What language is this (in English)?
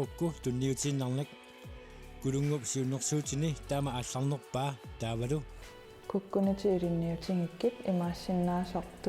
Kalaallisut